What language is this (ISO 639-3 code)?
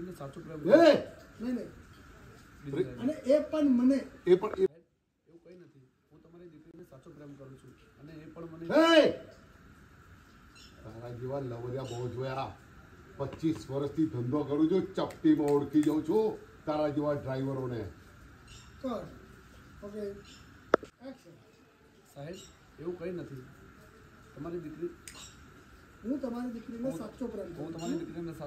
guj